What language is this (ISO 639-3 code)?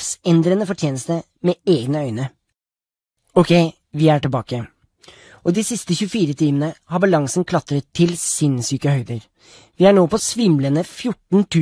nor